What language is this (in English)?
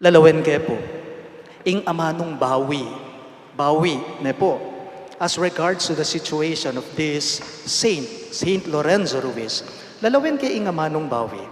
Pampanga